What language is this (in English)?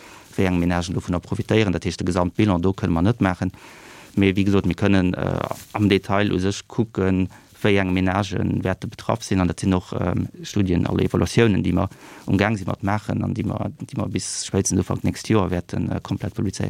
Luxembourgish